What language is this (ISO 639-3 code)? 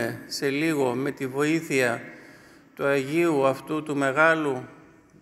ell